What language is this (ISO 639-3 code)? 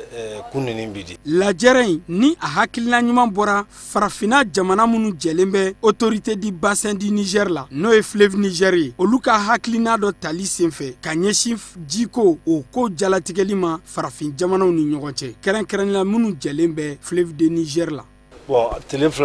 bam